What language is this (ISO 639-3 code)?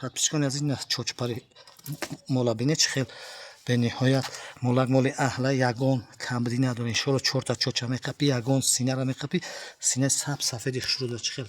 tgk